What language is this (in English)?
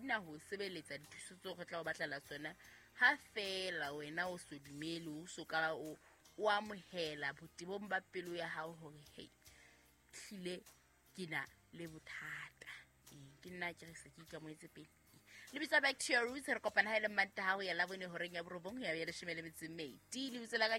Southern Sotho